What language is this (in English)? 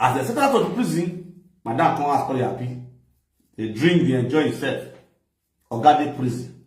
Nigerian Pidgin